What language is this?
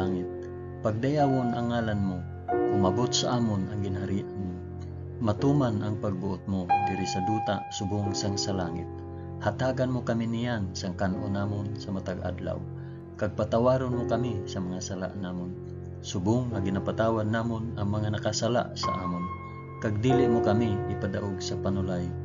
Hiligaynon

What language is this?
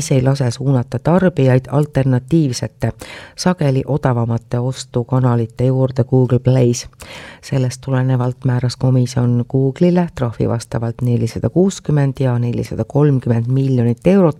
Estonian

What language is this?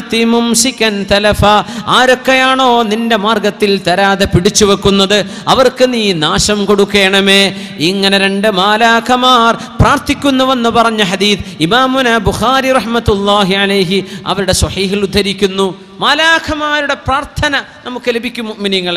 Malayalam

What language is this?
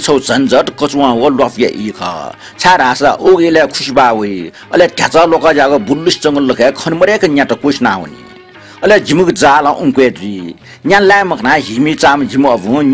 Newari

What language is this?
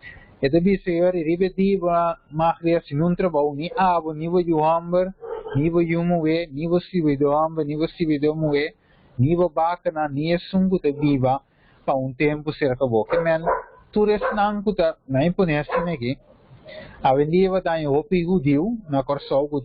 Papiamento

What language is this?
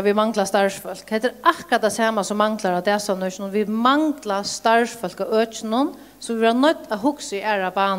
Faroese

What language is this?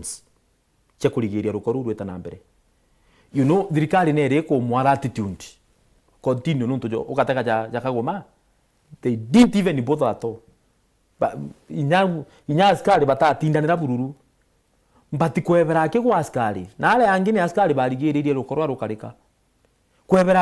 Meru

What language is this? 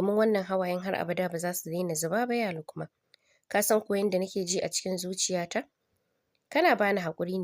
Hausa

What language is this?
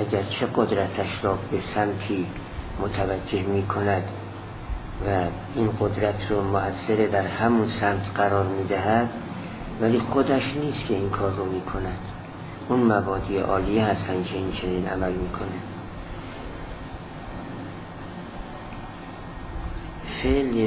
Persian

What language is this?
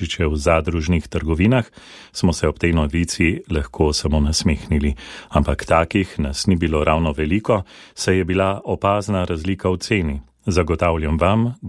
Slovenian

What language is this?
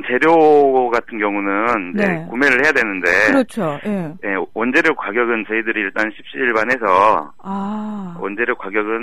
Korean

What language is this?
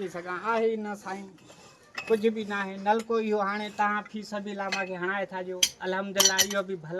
Sindhi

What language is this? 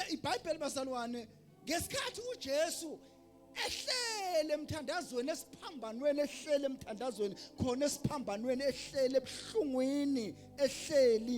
Zulu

